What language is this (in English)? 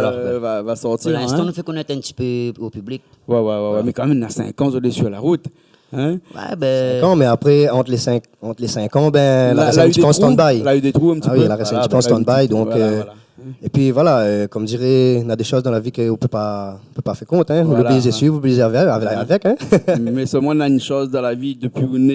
Réunion Creole French